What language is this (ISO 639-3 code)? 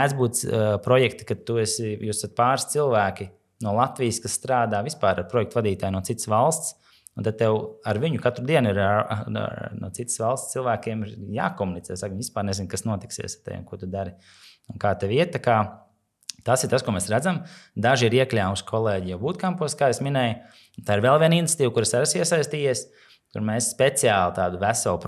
lav